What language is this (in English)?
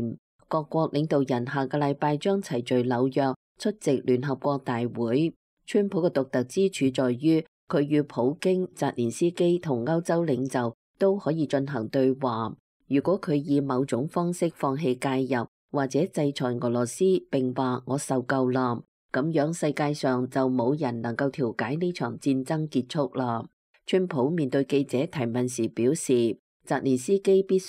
Cantonese